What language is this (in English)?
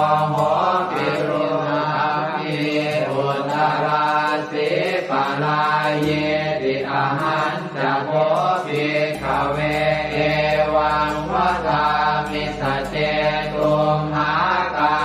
Pali